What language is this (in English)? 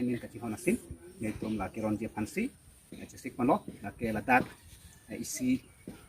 Karbi